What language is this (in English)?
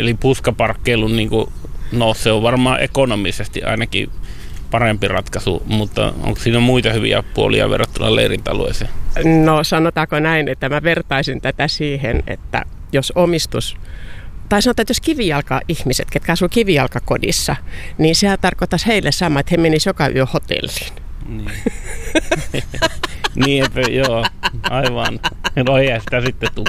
Finnish